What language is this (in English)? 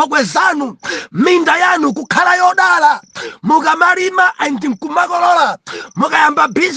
Nyanja